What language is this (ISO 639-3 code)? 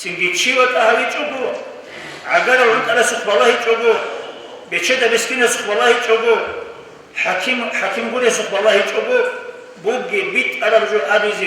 ava